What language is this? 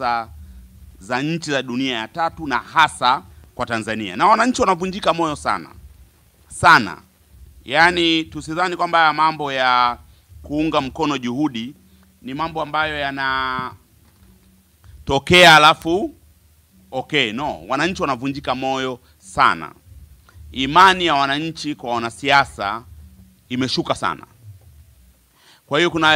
Swahili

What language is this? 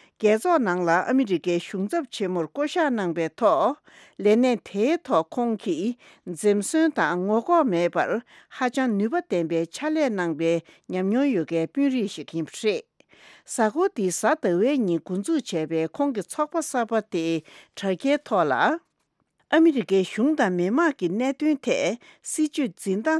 Tibetan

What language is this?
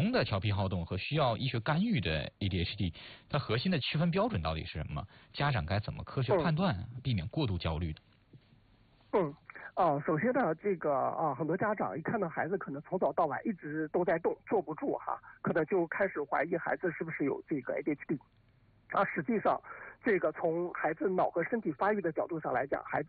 Chinese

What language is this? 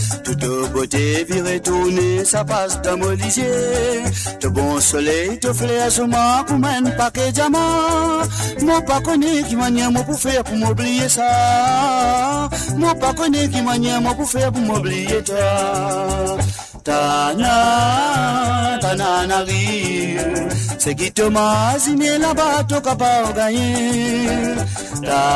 Morisyen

